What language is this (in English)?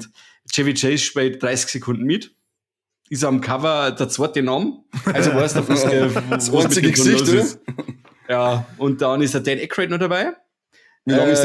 Bavarian